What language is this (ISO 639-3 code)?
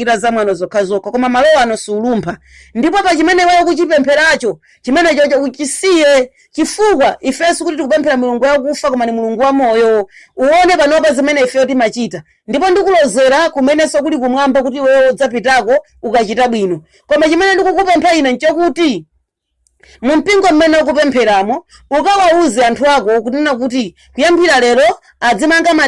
nya